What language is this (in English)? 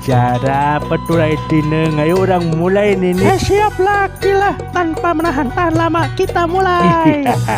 Sundanese